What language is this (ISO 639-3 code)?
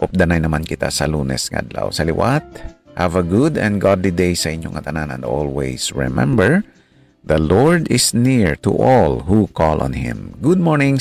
hil